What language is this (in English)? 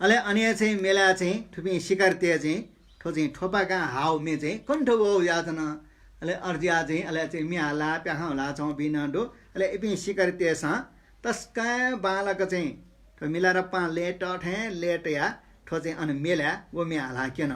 Newari